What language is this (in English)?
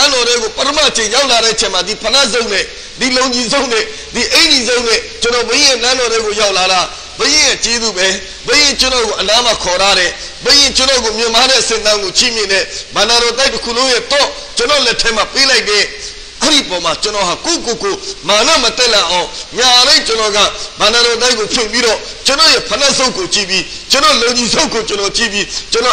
Burmese